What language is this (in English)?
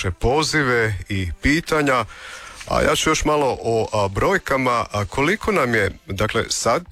Croatian